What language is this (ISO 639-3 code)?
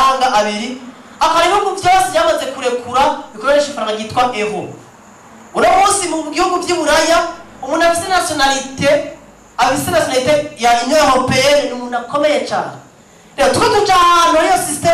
run